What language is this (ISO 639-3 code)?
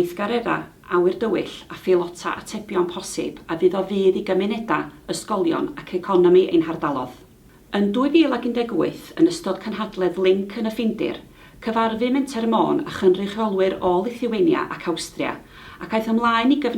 cym